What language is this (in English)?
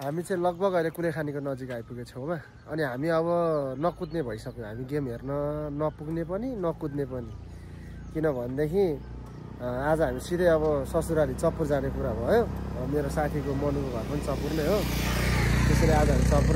Nepali